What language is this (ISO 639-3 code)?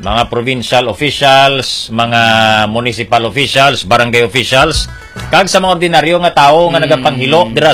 hil